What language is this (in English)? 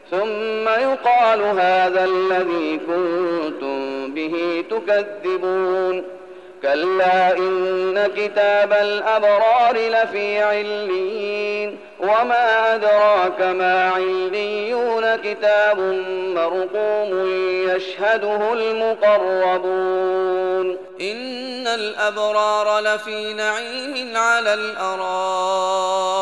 Arabic